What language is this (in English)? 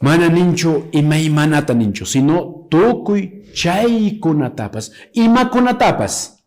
Quechua